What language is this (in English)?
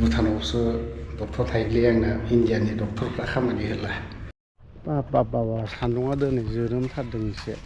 Bodo